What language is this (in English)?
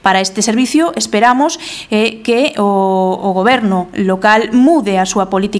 Galician